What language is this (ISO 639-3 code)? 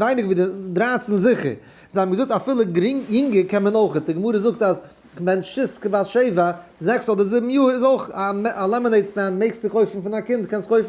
yid